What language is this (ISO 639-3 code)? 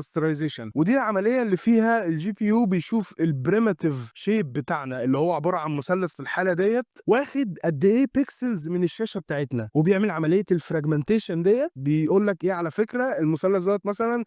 arz